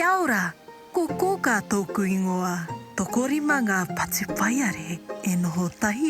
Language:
Māori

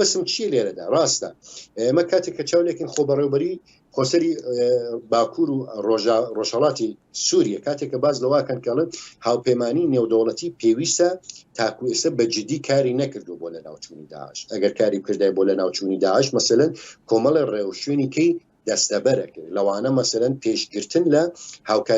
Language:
Central Kurdish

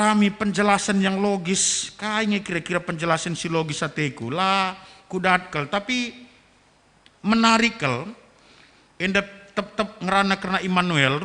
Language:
Batak Karo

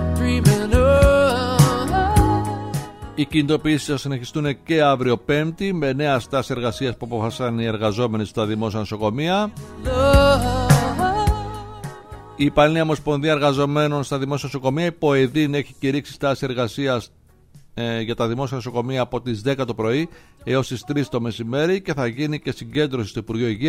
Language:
Greek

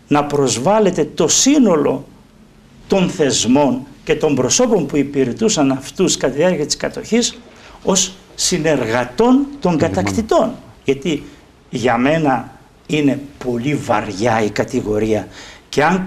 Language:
Greek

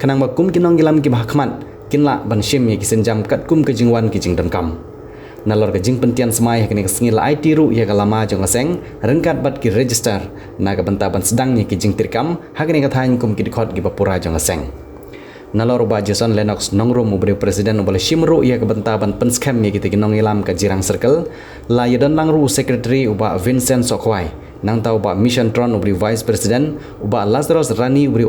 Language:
Khasi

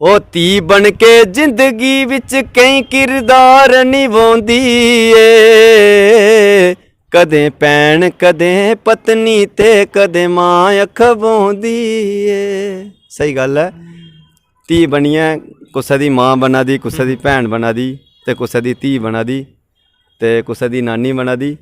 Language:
Dogri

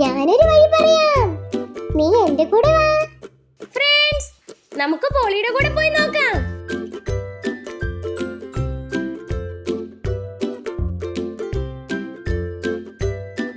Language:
Malayalam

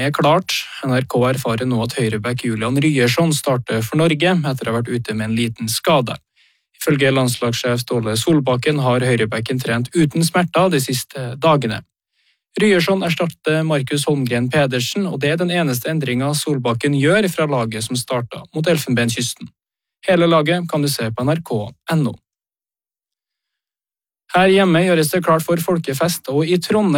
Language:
Norwegian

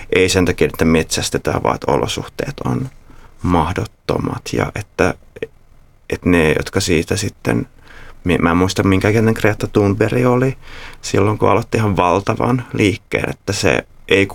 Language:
Finnish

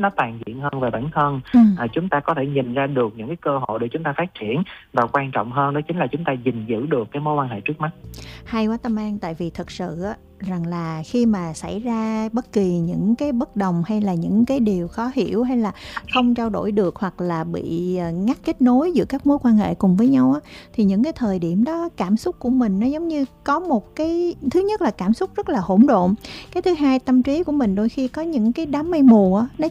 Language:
Vietnamese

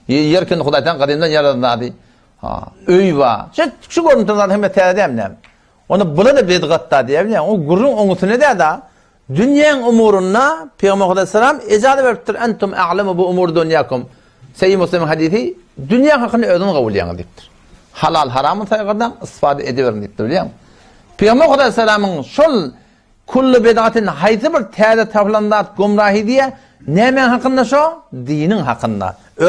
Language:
Turkmen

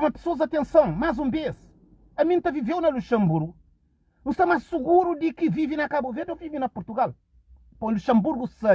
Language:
Kabuverdianu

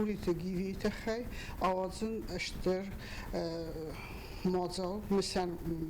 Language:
Ossetic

